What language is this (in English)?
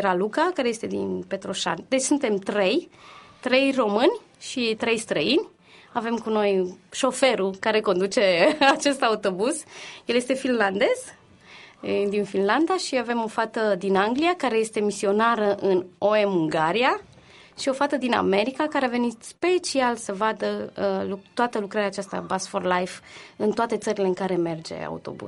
Romanian